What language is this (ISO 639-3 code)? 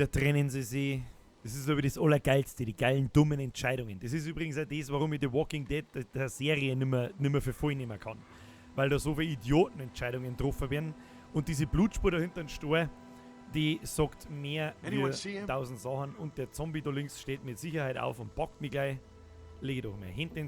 bar